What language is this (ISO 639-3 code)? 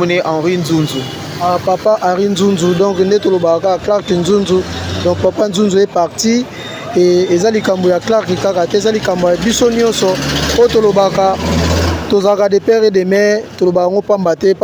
lin